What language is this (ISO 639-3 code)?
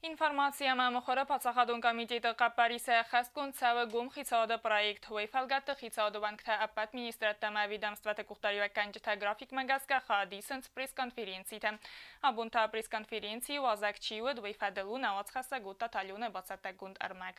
oss